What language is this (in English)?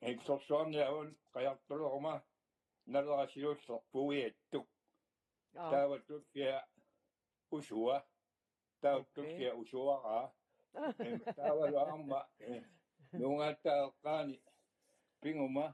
Kalaallisut